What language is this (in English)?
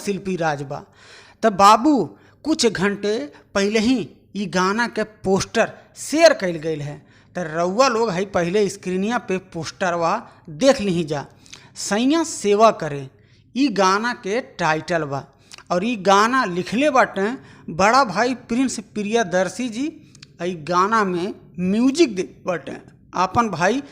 Bhojpuri